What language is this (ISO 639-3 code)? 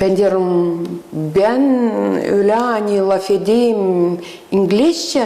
gag